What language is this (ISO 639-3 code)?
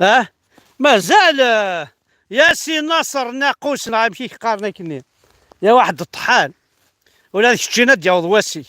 kab